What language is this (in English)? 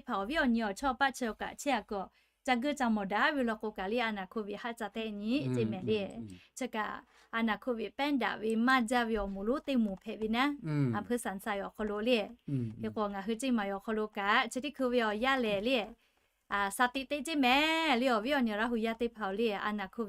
Lahu